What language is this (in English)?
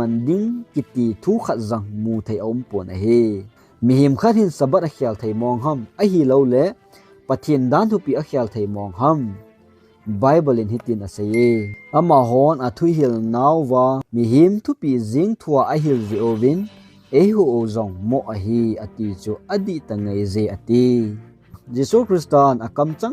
Thado Chin